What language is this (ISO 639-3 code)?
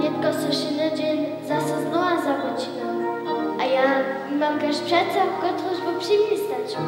hsb